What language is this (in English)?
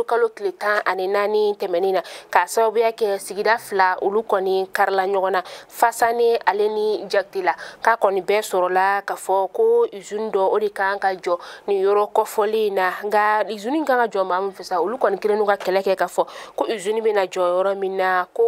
Bambara